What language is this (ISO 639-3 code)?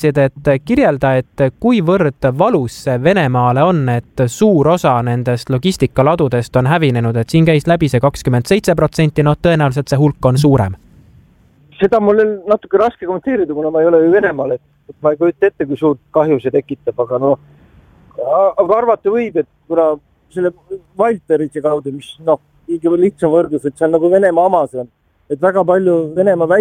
est